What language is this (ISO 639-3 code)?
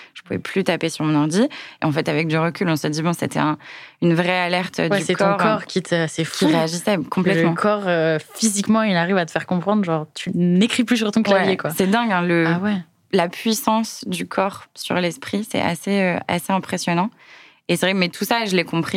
fra